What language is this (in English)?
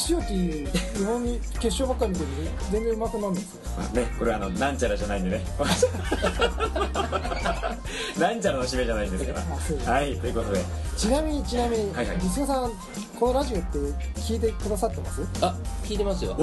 Japanese